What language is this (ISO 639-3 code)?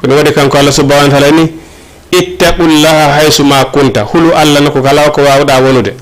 ful